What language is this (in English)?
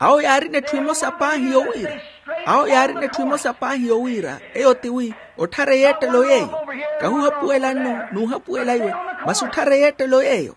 Makhuwa